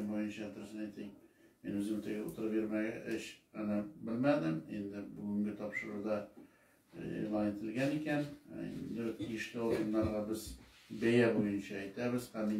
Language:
Tatar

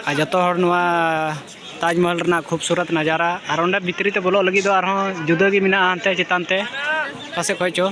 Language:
Santali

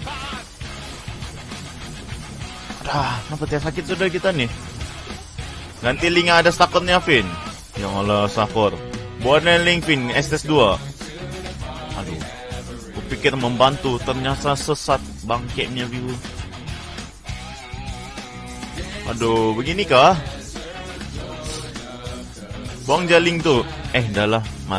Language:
Malay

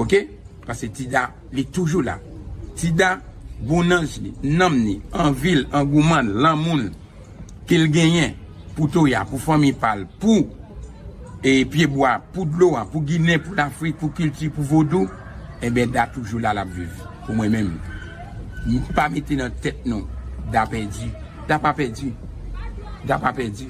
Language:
Haitian Creole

